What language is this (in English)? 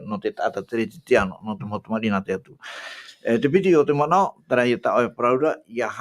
Tahitian